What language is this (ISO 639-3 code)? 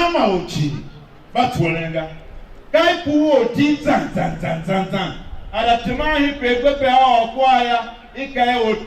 tiv